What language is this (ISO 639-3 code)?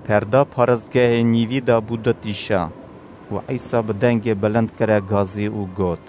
kur